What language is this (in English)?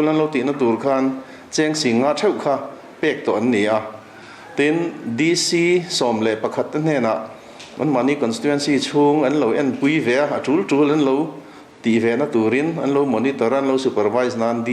Mizo